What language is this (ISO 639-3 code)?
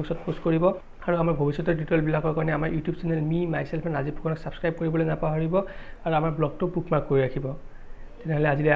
asm